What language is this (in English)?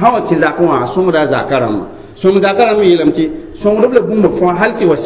Mossi